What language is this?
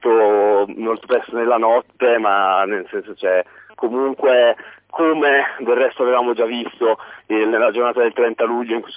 Italian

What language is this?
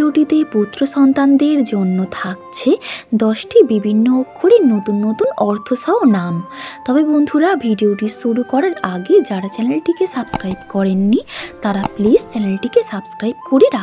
Bangla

